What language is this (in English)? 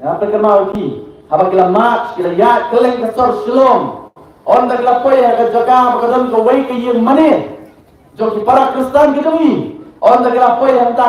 Khasi